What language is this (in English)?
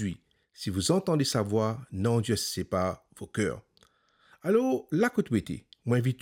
Morisyen